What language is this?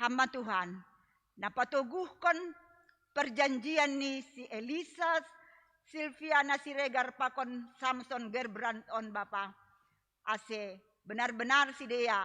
Batak Simalungun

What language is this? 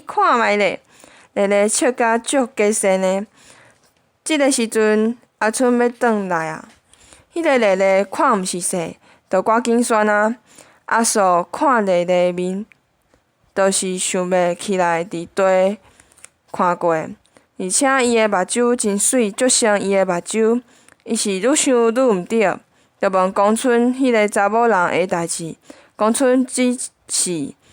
Min Nan Chinese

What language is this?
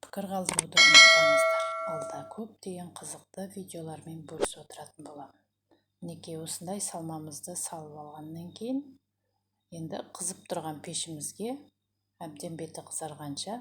Kazakh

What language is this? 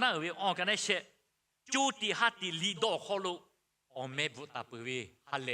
Lahu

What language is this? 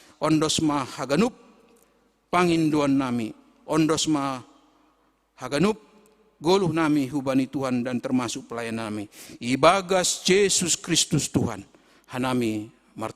Batak Simalungun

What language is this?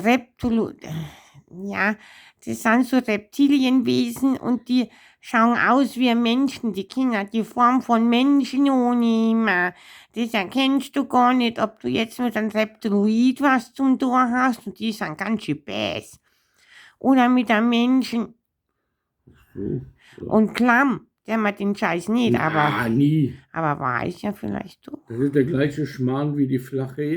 Bavarian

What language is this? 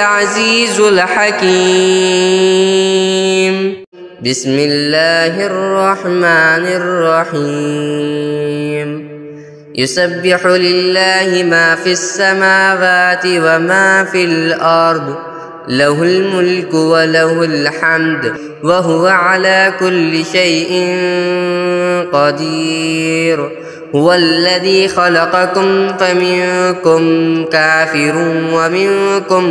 Arabic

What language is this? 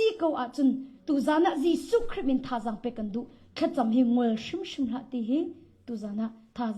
Hakha Chin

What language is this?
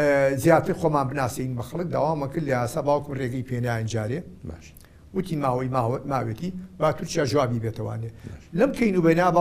Central Kurdish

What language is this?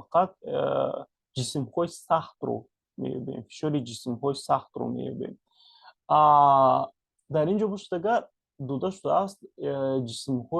Tajik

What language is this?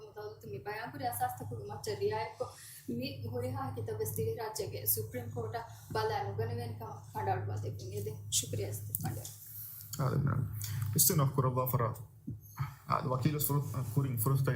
Divehi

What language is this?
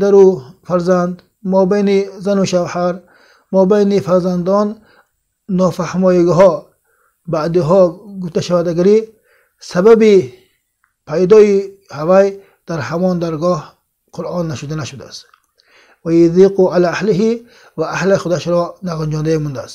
Tajik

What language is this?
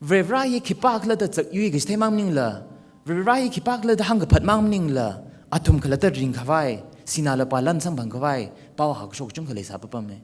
Tangkhul Naga (India)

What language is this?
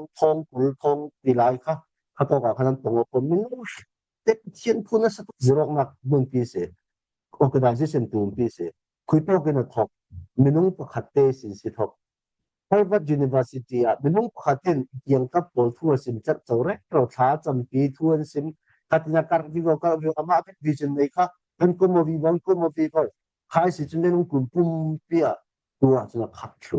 Falam Chin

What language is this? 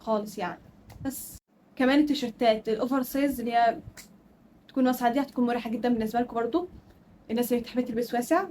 Egyptian Arabic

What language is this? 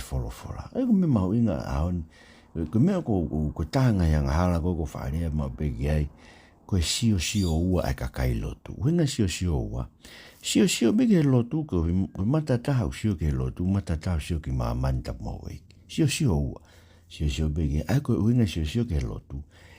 Tongan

